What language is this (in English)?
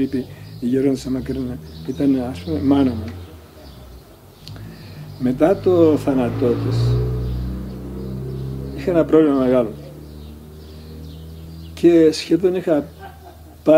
Greek